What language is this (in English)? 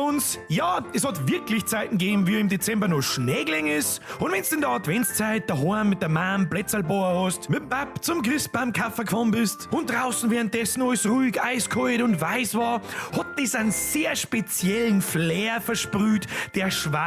Bavarian